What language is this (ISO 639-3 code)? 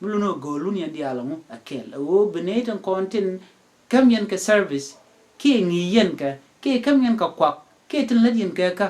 nus